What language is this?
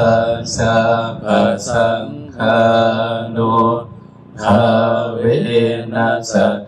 Northeastern Thai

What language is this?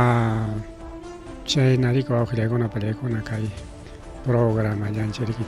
Ayacucho Quechua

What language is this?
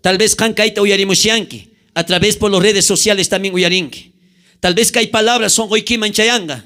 South Bolivian Quechua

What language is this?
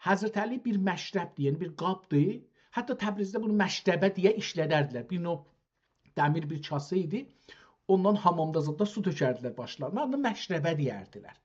South Azerbaijani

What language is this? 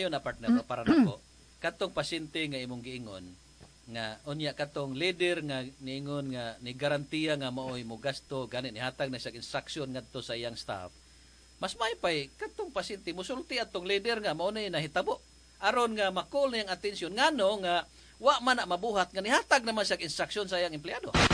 Cebuano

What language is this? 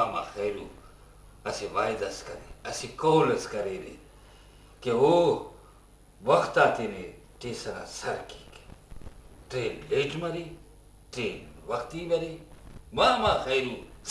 Brahui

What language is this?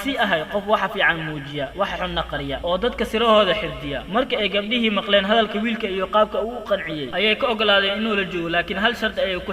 Somali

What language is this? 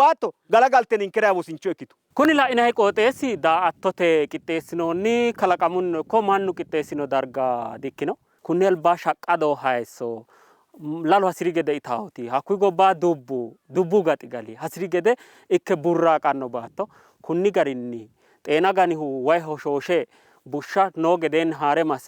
Sidamo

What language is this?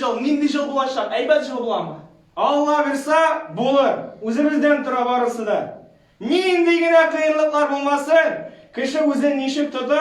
Tatar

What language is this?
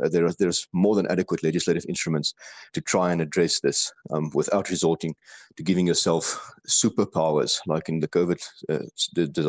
English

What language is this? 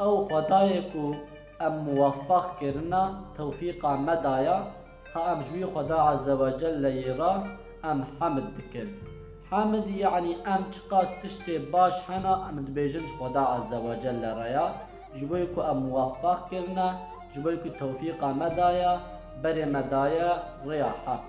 Kurdish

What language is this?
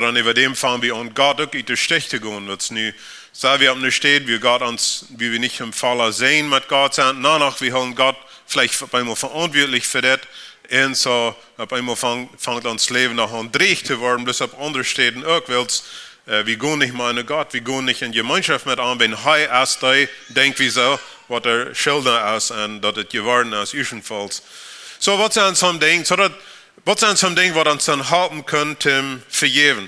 Plautdietsch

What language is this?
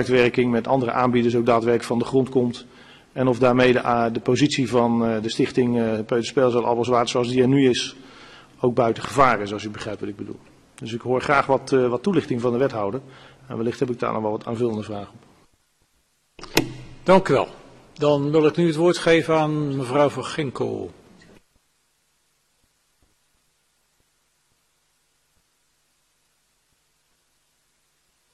Dutch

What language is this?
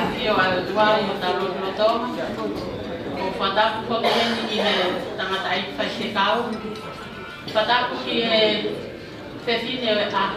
Tongan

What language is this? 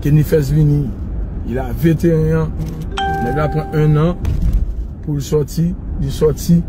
Haitian Creole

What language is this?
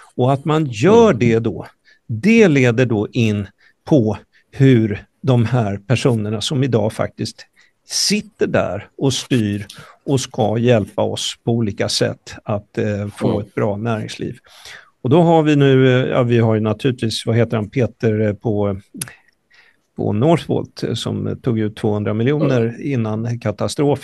Swedish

